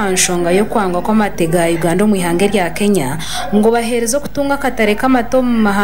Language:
Nyankole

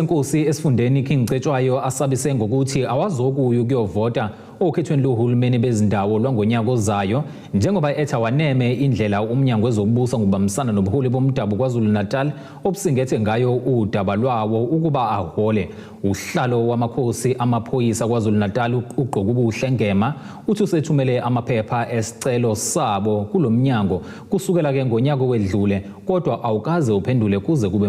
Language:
Zulu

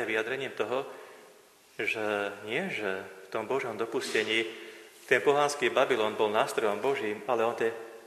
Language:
Slovak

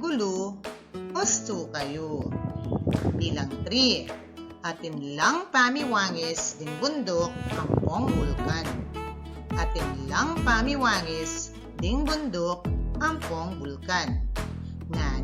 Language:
Pampanga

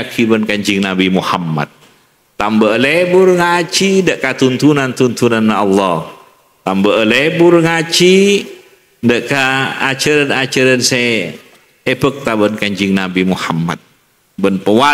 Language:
Madurese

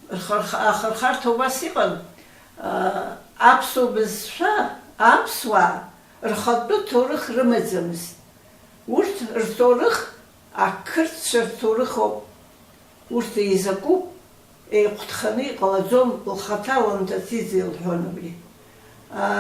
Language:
Abkhazian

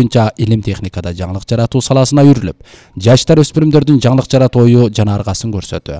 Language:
Kyrgyz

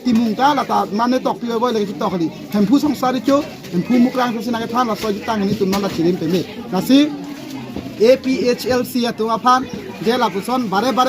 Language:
Karbi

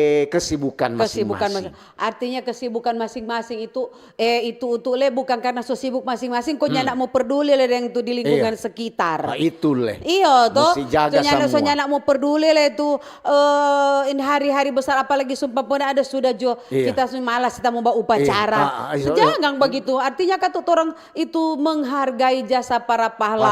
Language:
Manado Malay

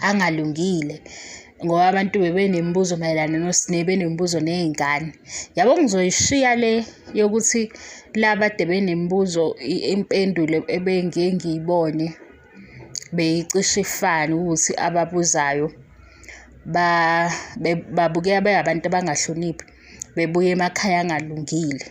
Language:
Zulu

